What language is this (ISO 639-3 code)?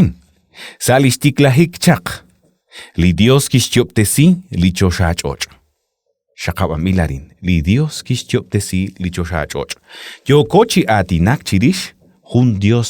kek